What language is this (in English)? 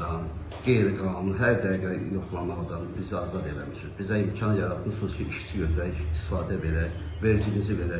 Azerbaijani